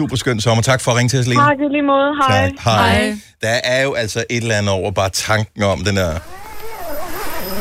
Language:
Danish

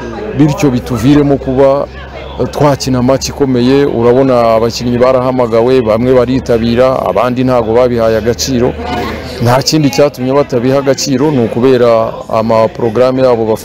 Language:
Kinyarwanda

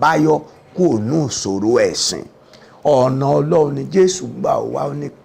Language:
Yoruba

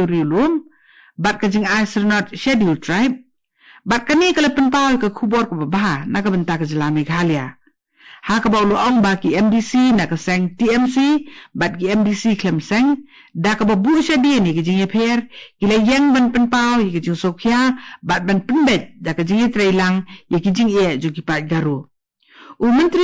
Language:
Khasi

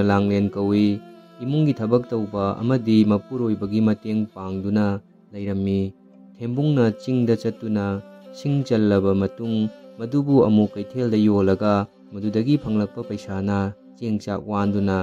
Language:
Manipuri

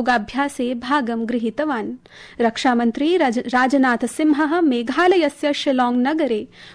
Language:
Sanskrit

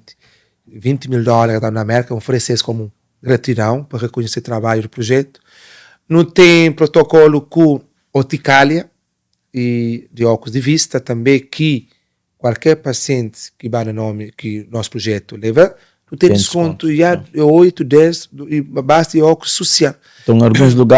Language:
Kabuverdianu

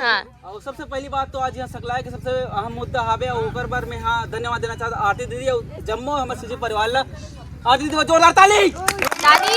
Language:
Chhattisgarhi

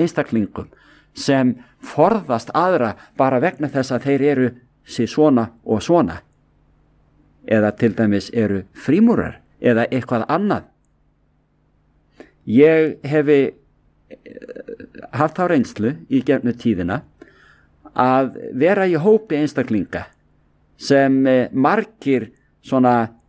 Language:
Icelandic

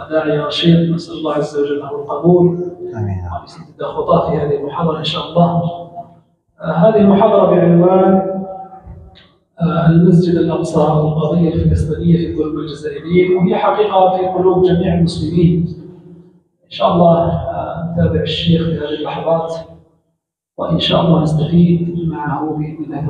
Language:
Arabic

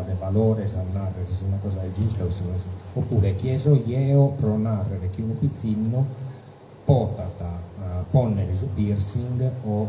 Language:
Sardinian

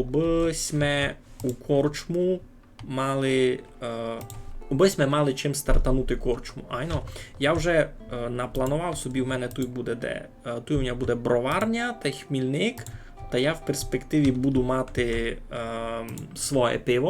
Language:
Rusyn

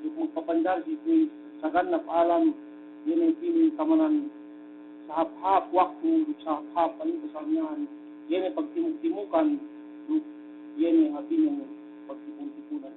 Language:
Yakan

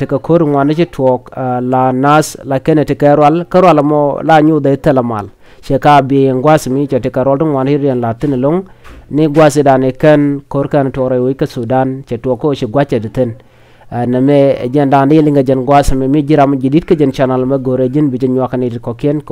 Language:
Nuer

